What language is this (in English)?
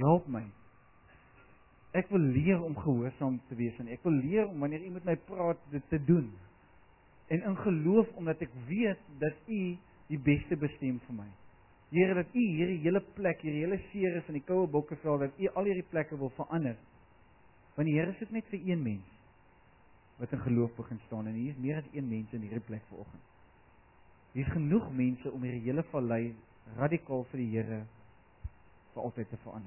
Afrikaans